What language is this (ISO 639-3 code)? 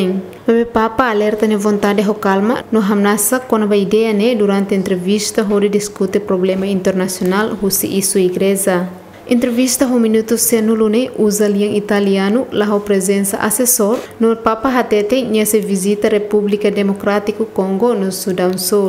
tet